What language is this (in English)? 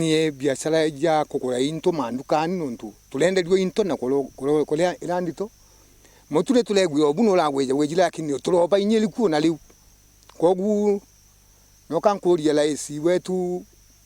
Meru